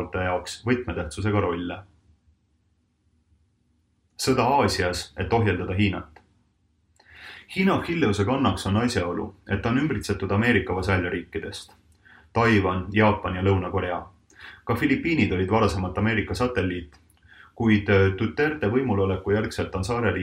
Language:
Estonian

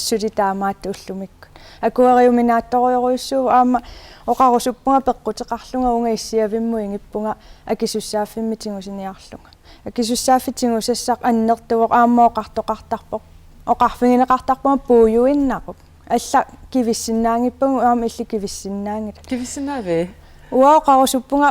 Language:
Kalaallisut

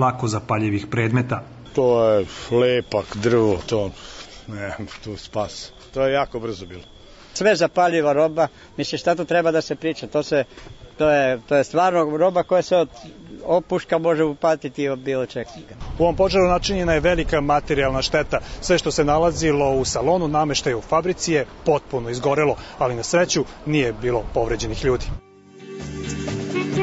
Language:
Serbian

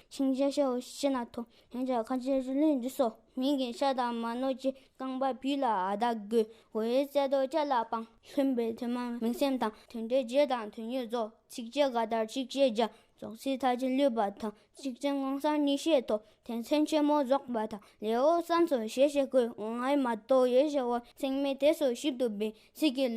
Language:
Tibetan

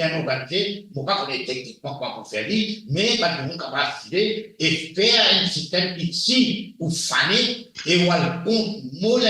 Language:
Morisyen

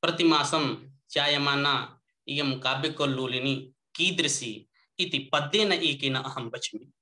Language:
Sanskrit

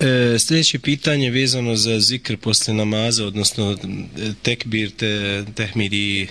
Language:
Bosnian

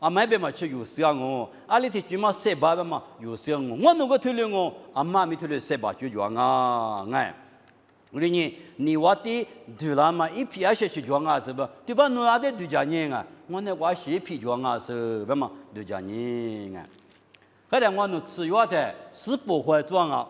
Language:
Lisu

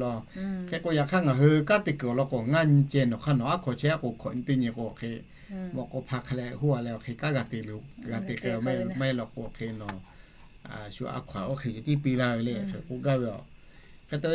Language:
Lahu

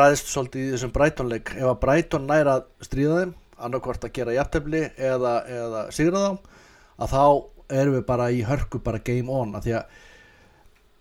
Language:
Icelandic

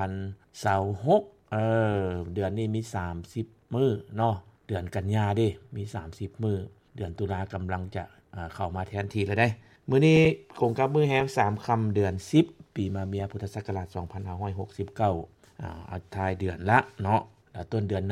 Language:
Lao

